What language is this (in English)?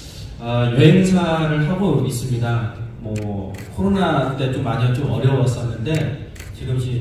Korean